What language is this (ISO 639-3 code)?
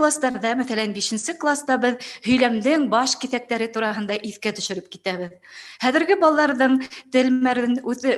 bak